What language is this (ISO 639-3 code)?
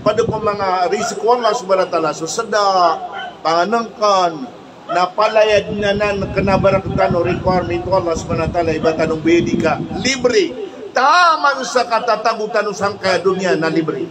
mrw